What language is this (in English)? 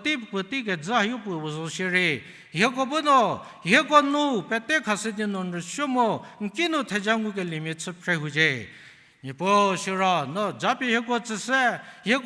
Angami Naga